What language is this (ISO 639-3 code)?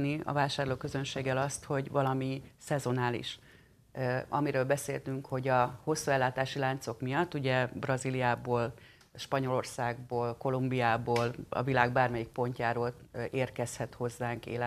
hun